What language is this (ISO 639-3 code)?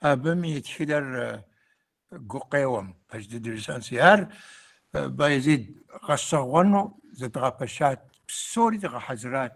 kbd